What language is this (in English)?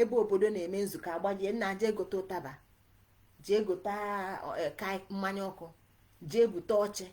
Igbo